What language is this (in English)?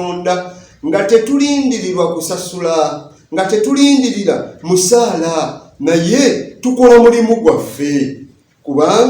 Ganda